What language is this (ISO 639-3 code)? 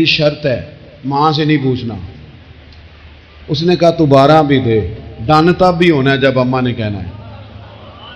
urd